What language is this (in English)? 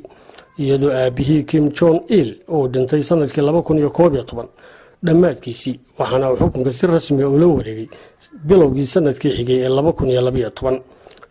Somali